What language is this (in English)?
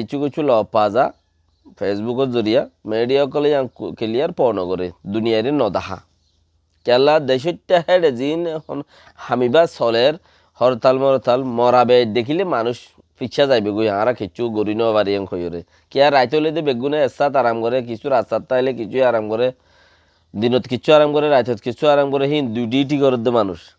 Rohingya